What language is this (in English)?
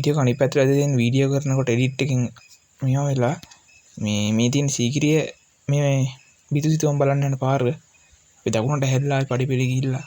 Sinhala